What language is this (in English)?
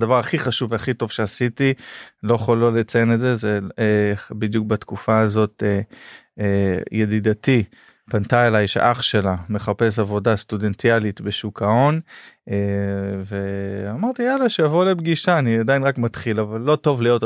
Hebrew